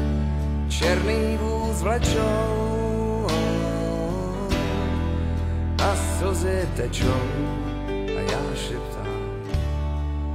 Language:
Czech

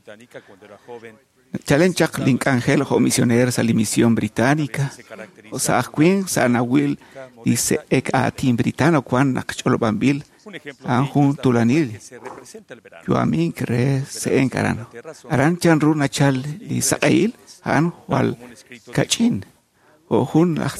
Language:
Kekchí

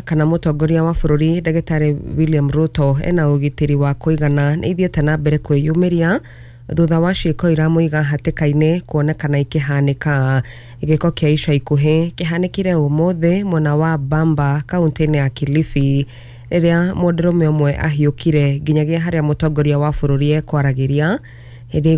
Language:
Kikuyu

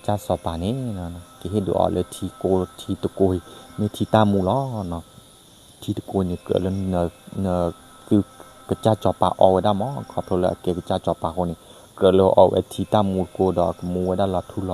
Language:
S'gaw Karen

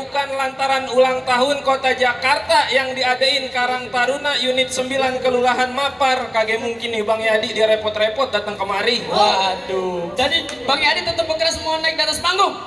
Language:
Betawi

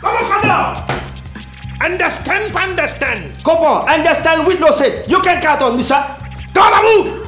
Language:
Morisyen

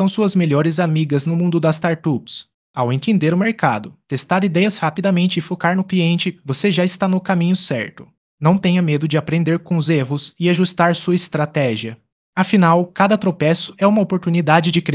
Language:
Portuguese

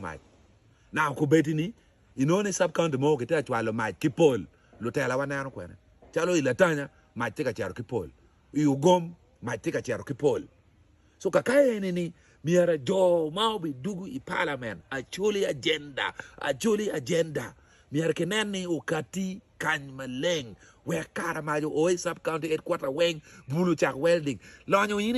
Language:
Acoli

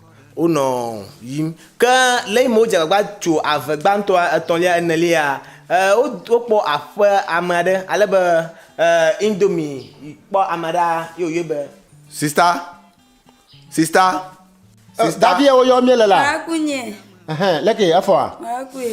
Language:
Ewe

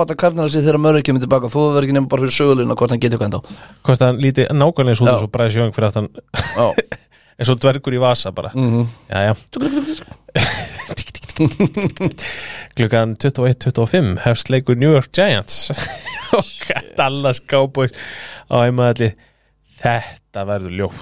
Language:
Icelandic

